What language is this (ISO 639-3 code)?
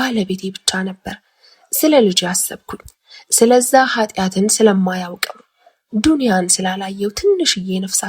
amh